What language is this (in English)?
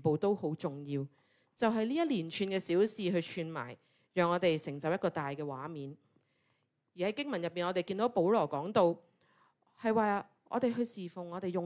Cantonese